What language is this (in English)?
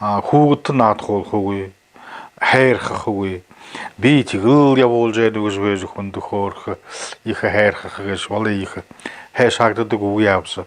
Buriat